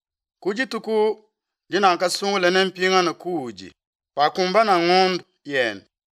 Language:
Luba-Lulua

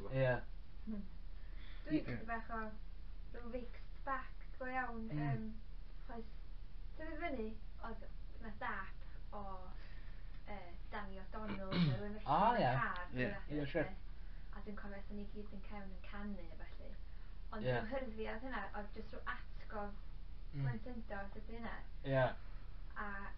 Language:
Welsh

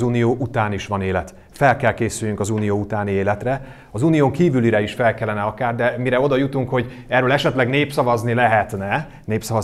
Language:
Hungarian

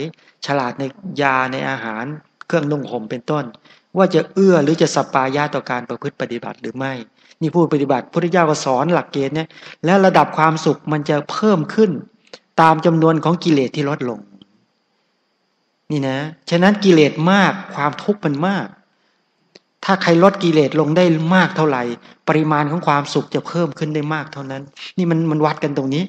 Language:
Thai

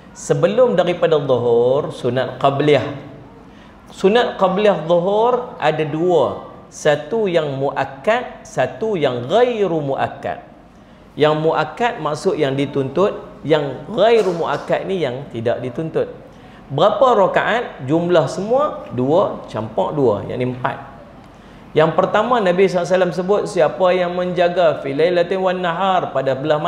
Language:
Malay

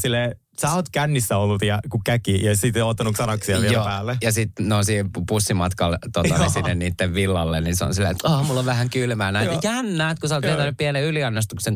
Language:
Finnish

